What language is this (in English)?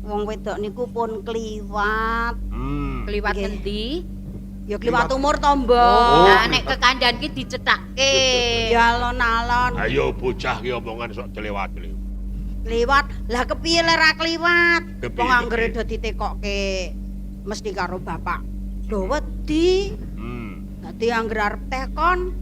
Javanese